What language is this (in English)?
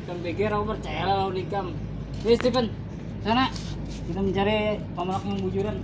Banjar